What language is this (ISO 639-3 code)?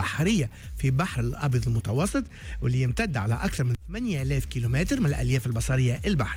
aeb